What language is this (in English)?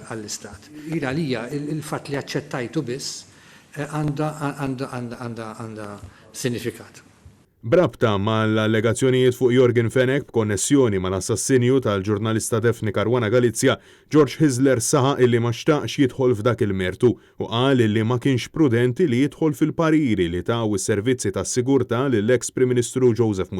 Maltese